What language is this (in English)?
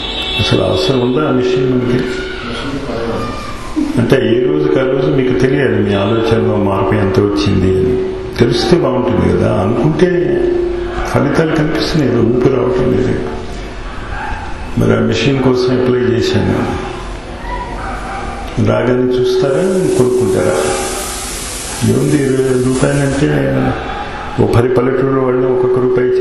Telugu